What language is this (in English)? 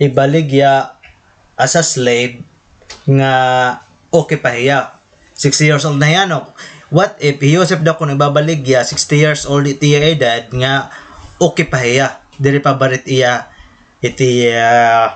Waray